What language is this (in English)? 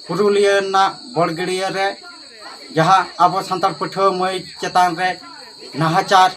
Santali